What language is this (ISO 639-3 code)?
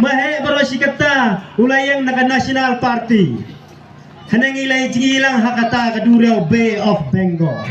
kha